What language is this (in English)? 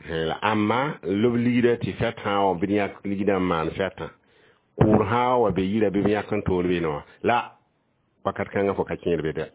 Mossi